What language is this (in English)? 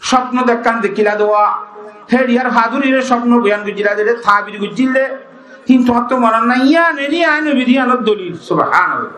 Rohingya